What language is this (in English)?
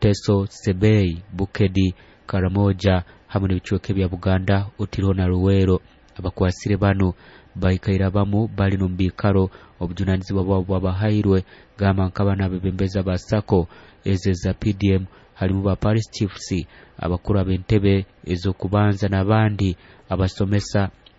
Nyoro